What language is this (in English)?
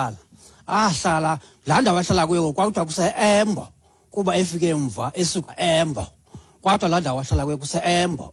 Xhosa